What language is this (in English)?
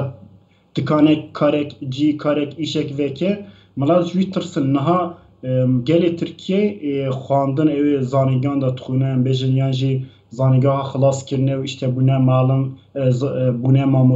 Kurdish